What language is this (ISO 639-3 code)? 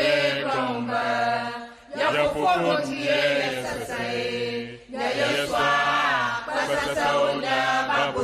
ewe